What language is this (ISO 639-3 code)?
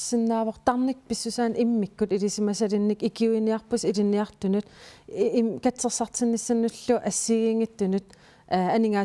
kal